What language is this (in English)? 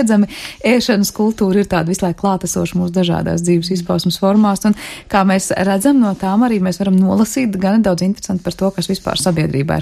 Latvian